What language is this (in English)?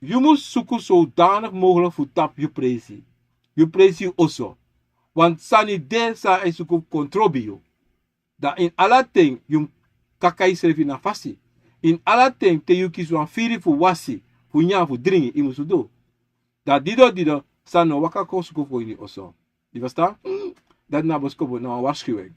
Sranan Tongo